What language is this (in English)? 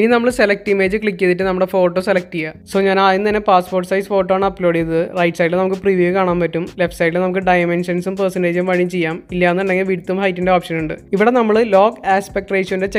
Malayalam